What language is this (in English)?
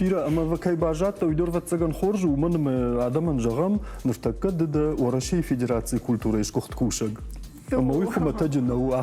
Ossetic